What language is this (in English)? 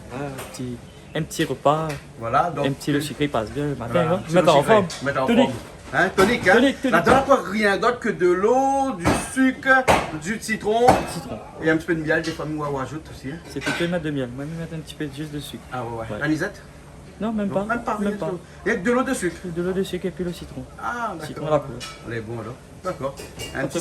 Réunion Creole French